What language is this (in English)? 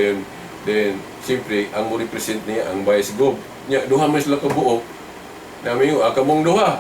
Cebuano